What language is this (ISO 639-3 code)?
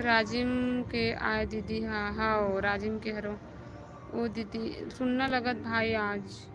hne